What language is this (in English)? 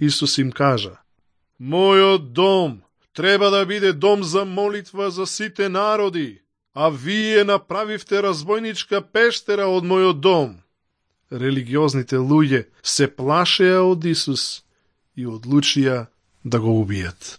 Macedonian